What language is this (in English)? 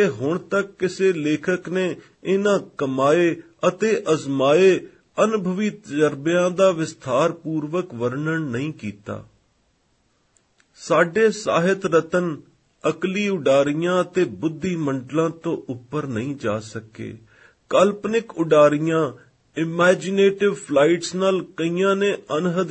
Punjabi